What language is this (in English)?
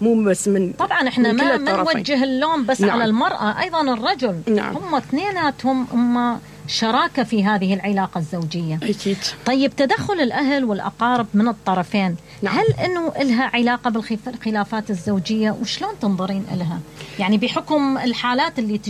Mesopotamian Arabic